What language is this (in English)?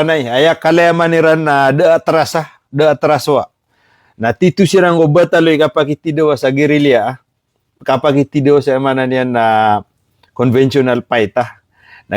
Maranao